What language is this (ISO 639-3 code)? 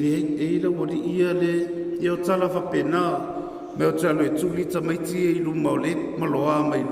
smo